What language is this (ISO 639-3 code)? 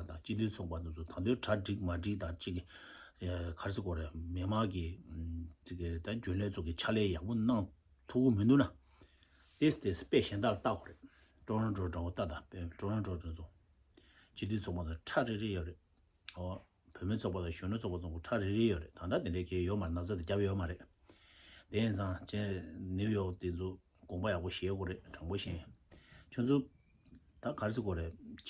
bod